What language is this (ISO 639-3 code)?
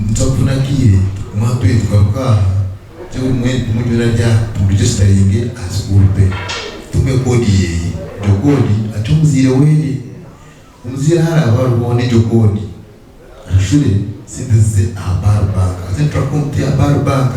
nyn